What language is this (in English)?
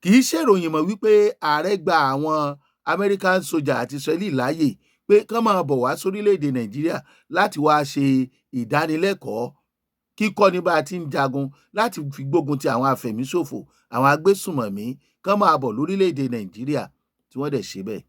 Yoruba